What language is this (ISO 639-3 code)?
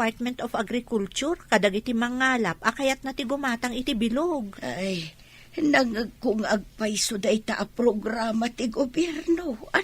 ilo